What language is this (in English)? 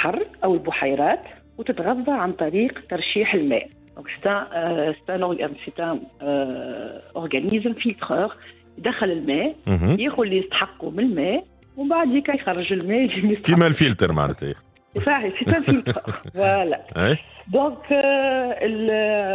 Tunisian Arabic